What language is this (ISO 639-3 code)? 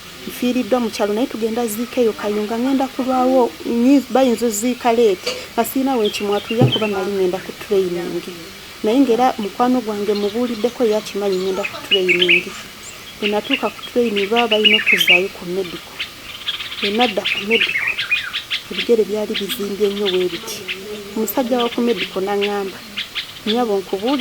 lug